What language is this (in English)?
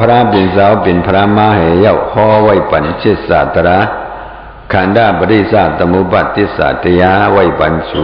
Shan